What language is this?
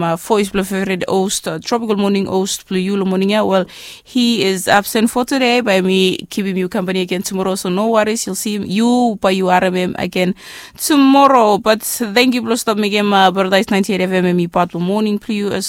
Bislama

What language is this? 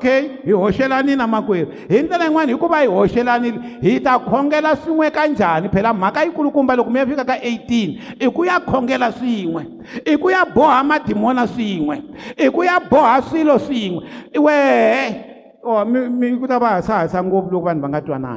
Tsonga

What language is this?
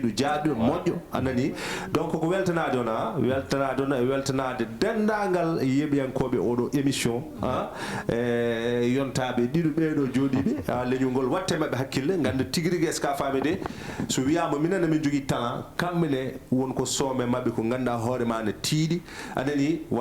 Fula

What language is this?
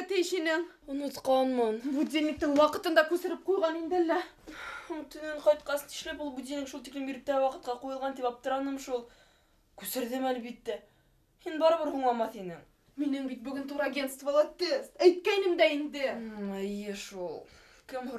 Bashkir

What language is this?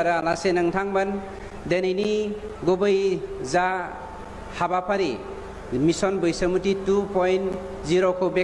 Bodo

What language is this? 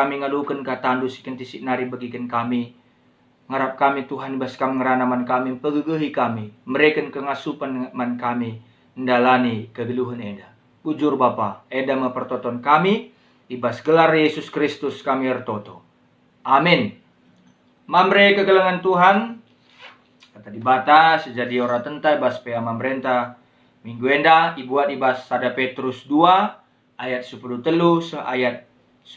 Batak Karo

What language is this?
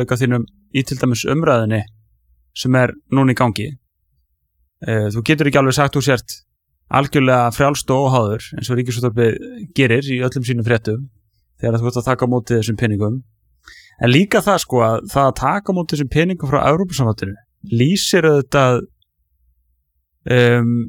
Icelandic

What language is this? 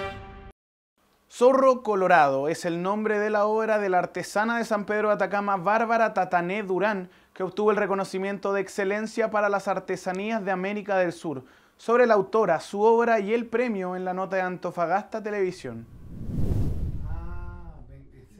Spanish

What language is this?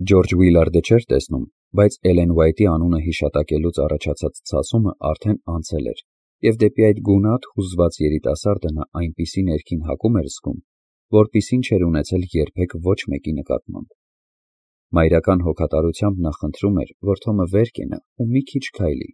Armenian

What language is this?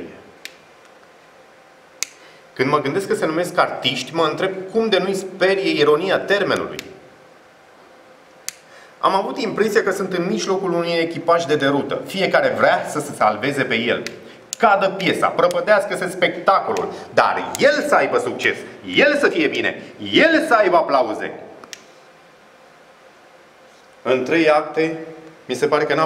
Romanian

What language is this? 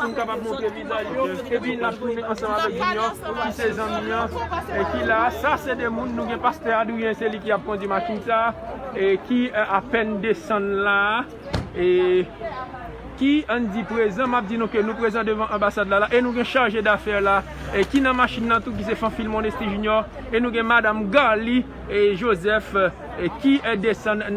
Haitian Creole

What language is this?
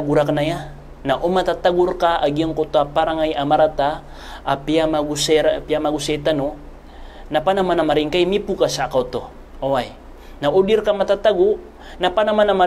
Maranao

